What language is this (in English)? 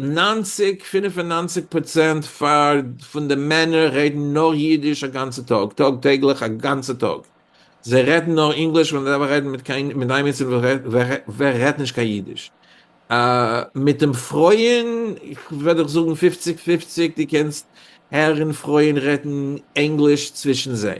Yiddish